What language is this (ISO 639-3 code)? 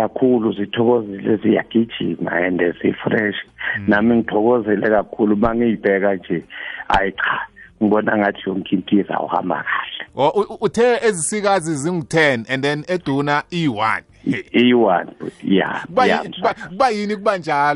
nbl